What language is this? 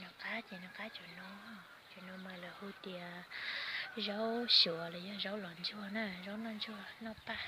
Hmong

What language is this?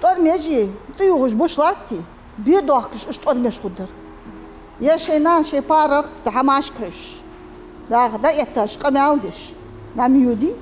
Ingush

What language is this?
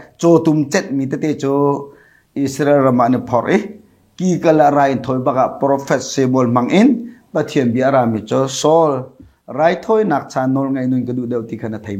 Hakha Chin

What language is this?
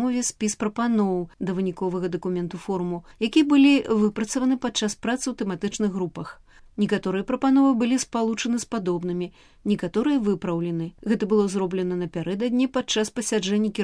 Belarusian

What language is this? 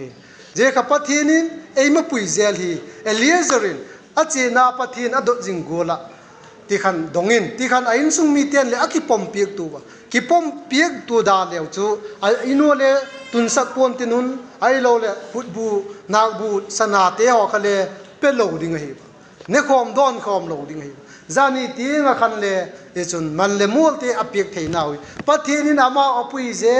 Vaiphei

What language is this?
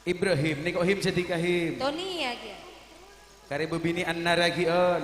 Madurese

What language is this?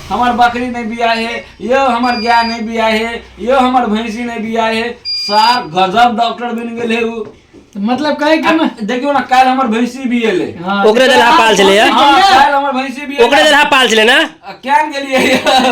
Maithili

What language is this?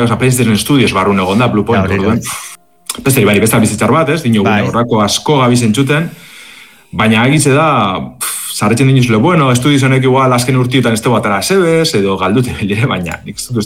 Basque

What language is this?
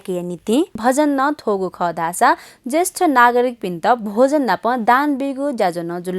Newari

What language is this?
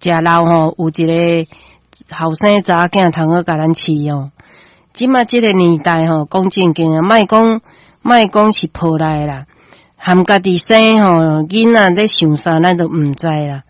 Min Nan Chinese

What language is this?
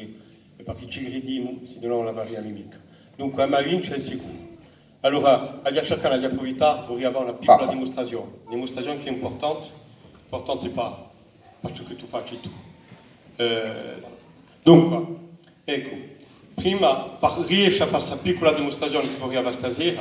Corsican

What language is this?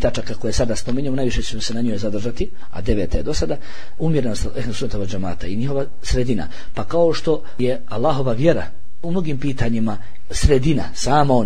Bosnian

